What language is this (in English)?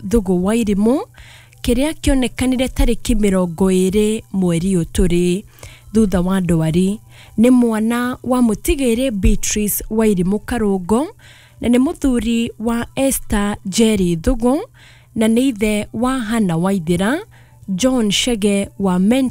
Kikuyu